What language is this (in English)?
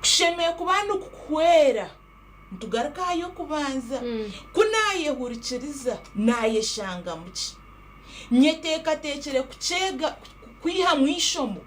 Nyankole